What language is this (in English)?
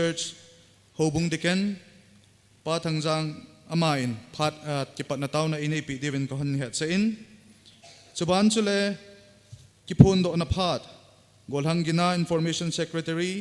Thado Chin